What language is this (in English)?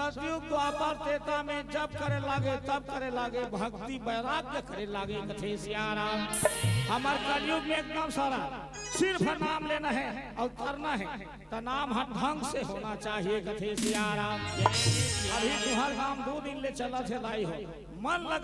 Chhattisgarhi